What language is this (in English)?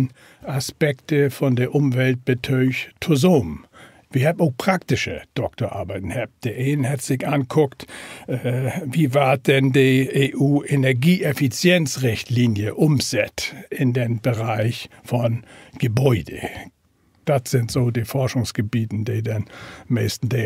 Low German